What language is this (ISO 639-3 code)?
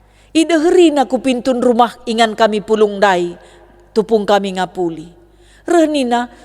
btx